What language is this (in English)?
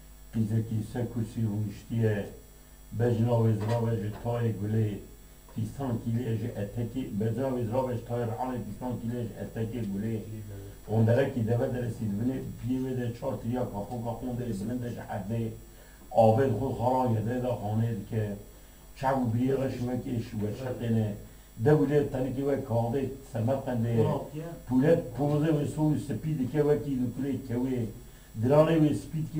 Kurdish